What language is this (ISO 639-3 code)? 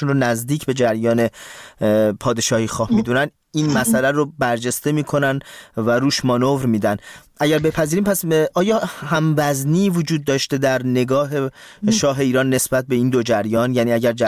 fas